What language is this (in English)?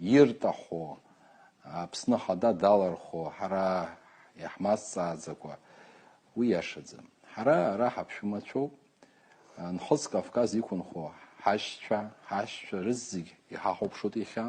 Abkhazian